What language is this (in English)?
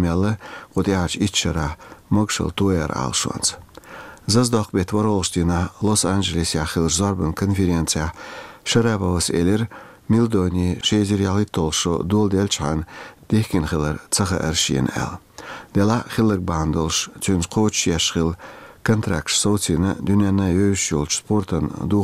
Chechen